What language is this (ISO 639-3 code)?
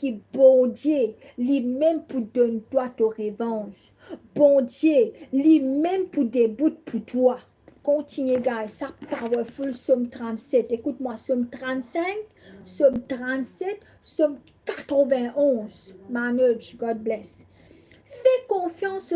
mfe